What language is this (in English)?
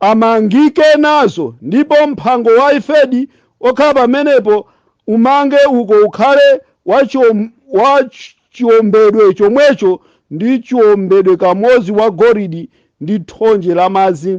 Nyanja